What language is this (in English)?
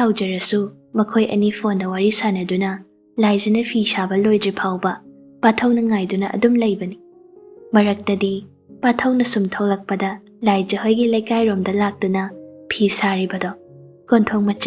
Manipuri